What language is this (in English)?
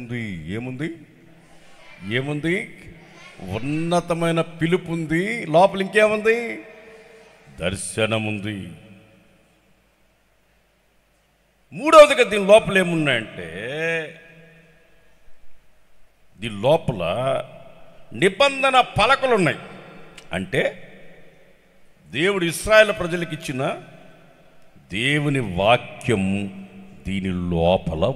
Telugu